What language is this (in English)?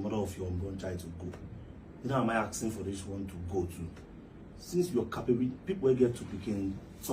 Nigerian Pidgin